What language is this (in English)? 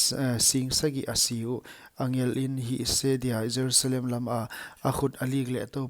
Paite Chin